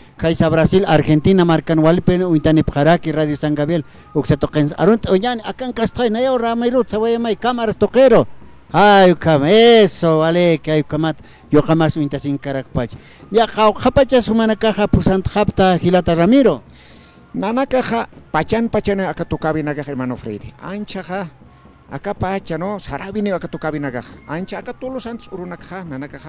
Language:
Aymara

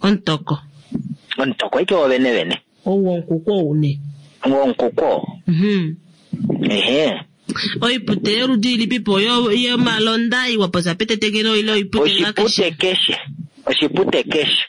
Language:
Kuanyama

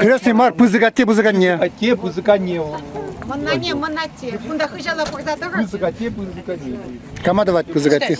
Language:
Chuvash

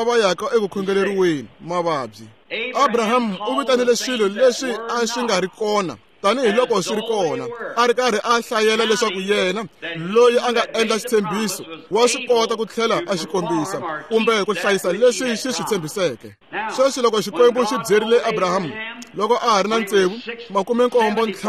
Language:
Tsonga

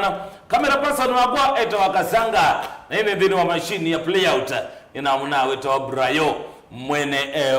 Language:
Kamba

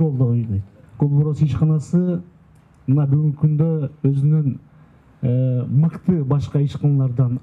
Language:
Kyrgyz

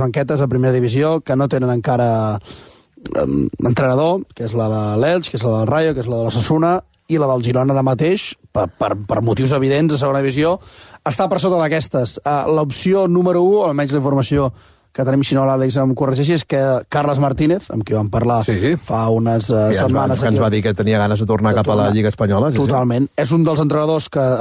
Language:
Catalan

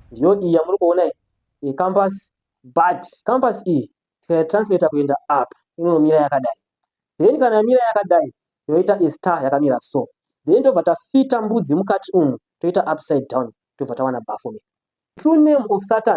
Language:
Shona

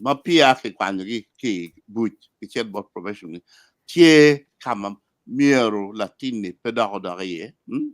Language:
Acoli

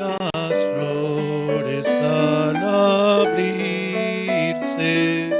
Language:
Aymara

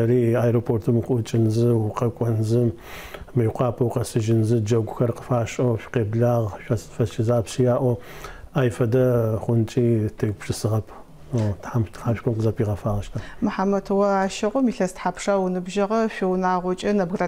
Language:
Adyghe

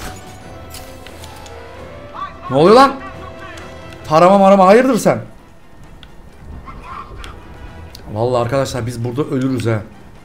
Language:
Turkish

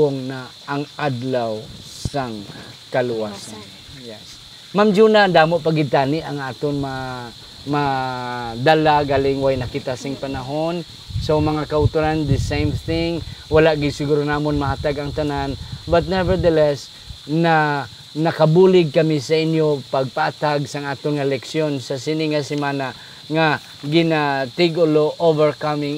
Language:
Hiligaynon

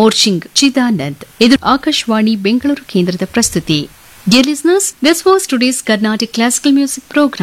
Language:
Kannada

